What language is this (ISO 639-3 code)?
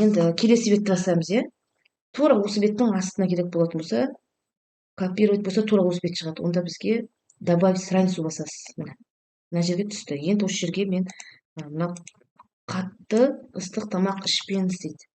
kaz